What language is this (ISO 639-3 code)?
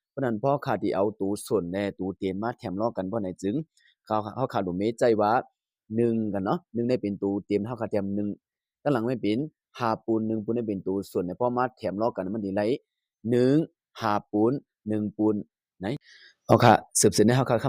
shn